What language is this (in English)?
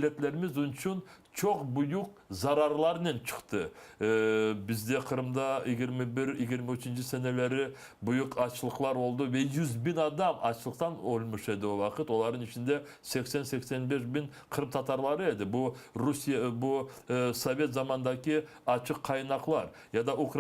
Crimean Tatar